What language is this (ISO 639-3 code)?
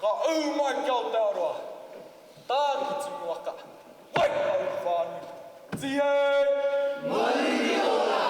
mri